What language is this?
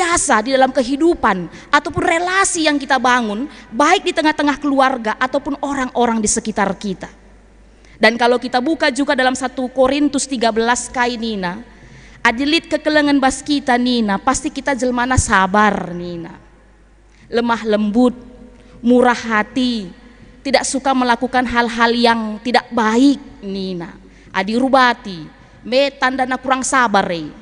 Batak Karo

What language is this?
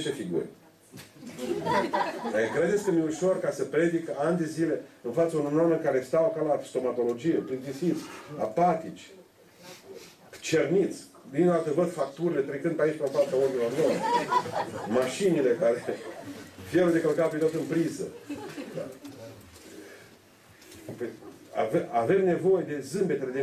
Romanian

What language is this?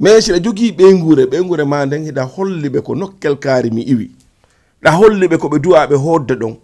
Fula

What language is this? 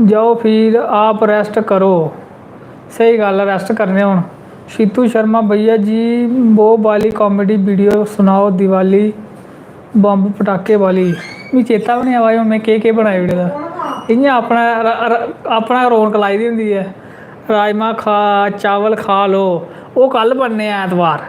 Dogri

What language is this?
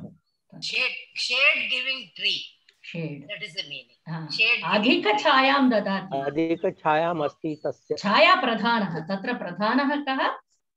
Sanskrit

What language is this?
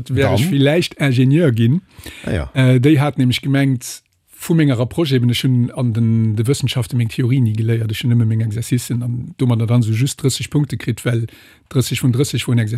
Luxembourgish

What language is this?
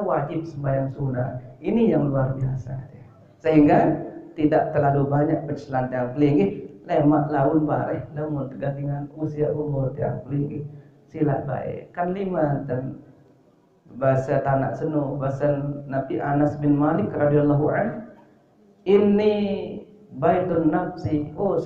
Sasak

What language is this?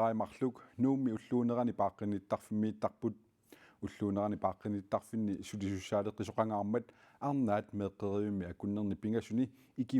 Kalaallisut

